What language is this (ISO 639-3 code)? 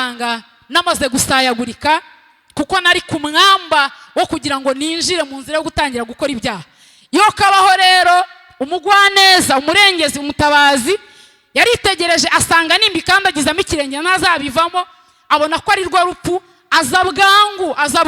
kin